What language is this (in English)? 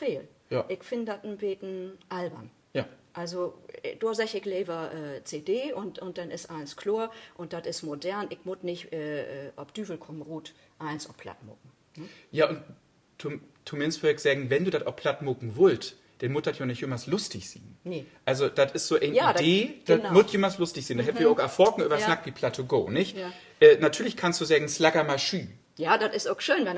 Low German